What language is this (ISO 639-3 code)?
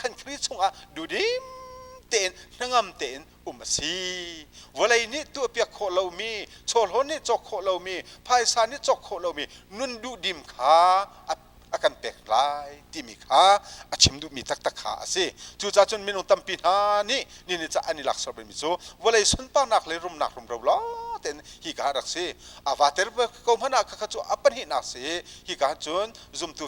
cnh